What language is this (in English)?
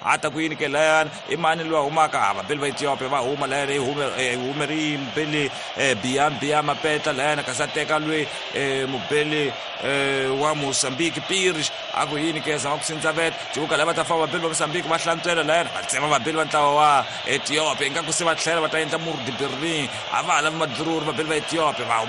Tsonga